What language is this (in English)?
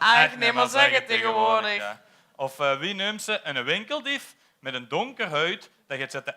Limburgish